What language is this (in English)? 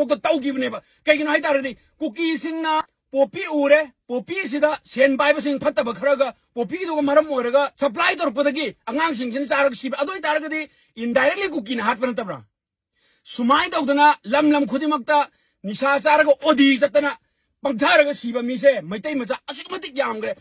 Manipuri